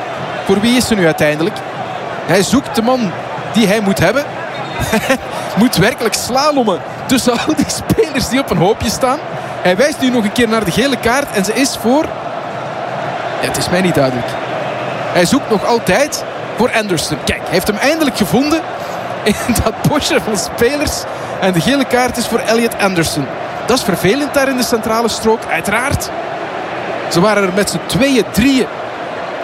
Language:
Dutch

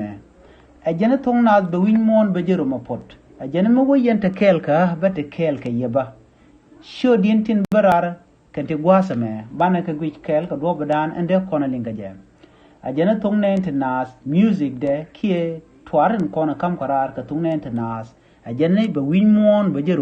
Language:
Nuer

